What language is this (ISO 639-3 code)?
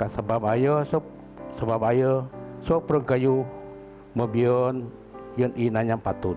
bth